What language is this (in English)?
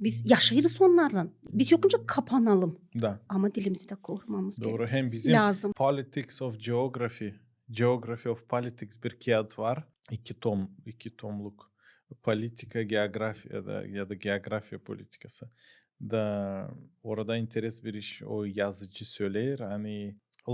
Gagauz